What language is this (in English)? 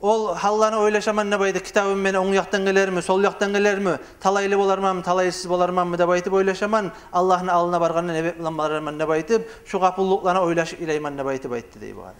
Kumyk